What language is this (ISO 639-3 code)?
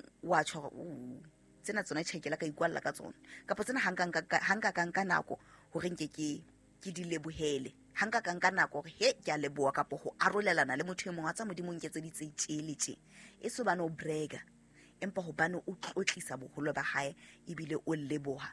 sot